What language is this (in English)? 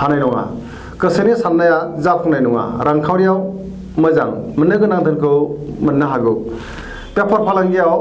Bodo